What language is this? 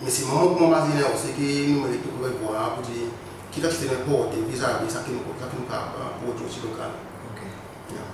Seselwa Creole French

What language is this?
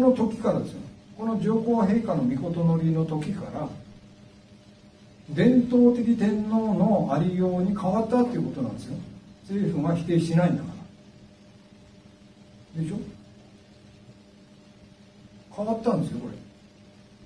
Japanese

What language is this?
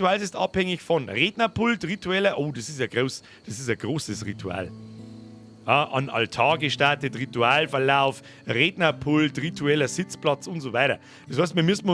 Bavarian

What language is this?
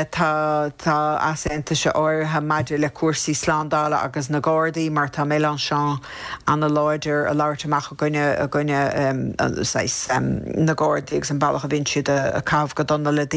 Irish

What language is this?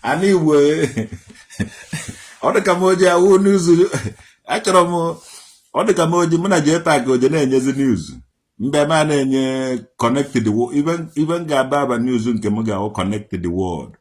Igbo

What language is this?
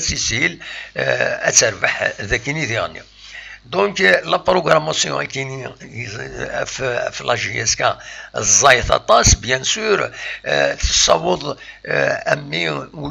Kabyle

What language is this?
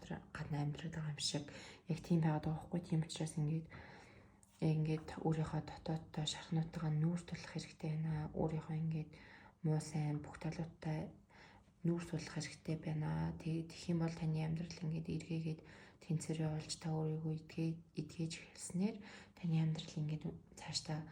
Mongolian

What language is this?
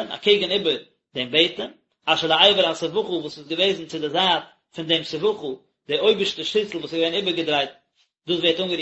Yiddish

